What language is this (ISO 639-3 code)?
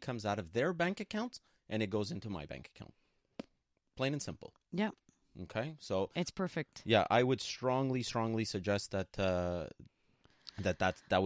eng